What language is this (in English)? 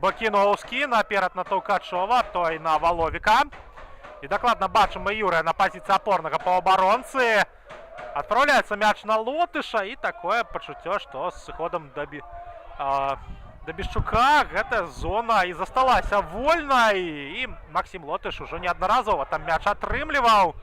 Belarusian